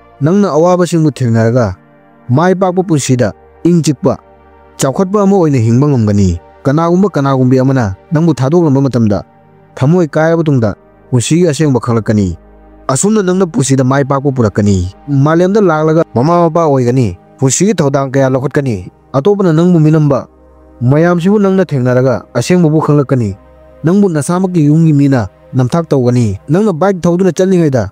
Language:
Manipuri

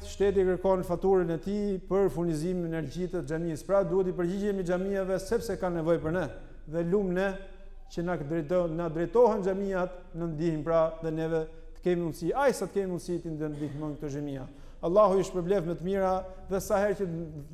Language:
Albanian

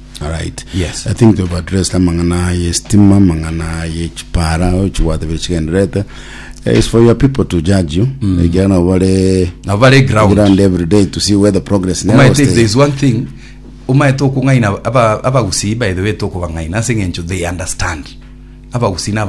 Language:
Gusii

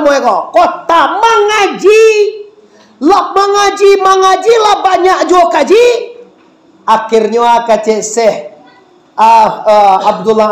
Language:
Minangkabau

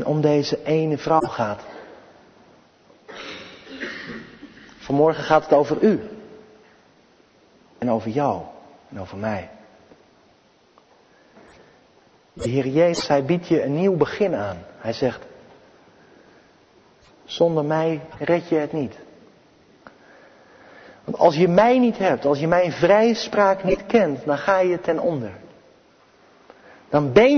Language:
Dutch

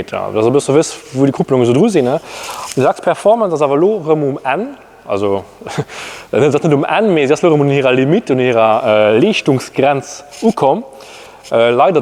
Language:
Luxembourgish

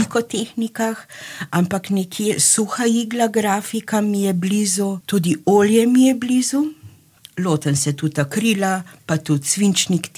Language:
Slovenian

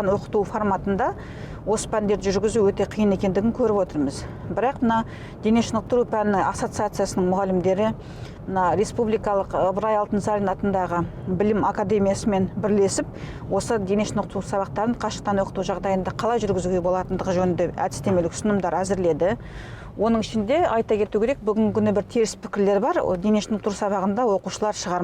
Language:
Kazakh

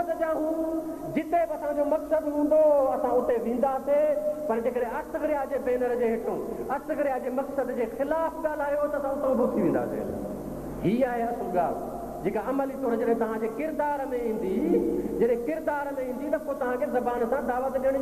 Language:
Sindhi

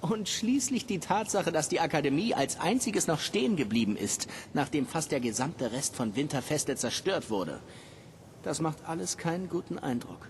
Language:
Bavarian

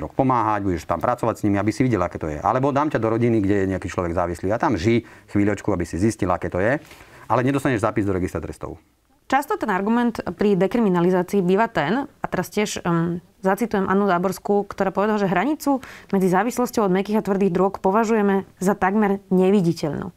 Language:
Slovak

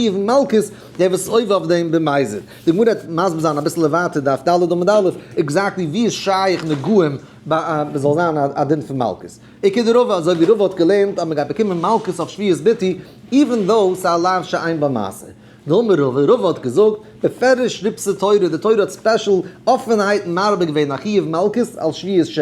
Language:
Yiddish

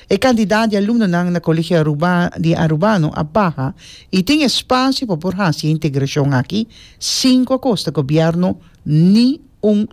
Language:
Papiamento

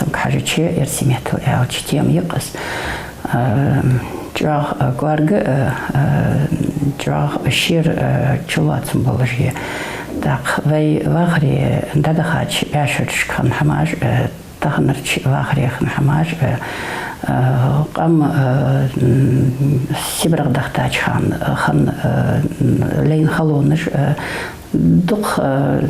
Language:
Ingush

